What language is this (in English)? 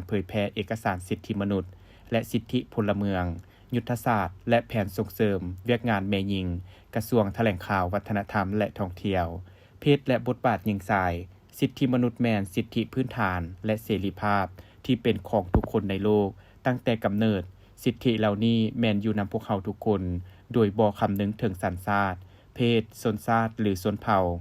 Lao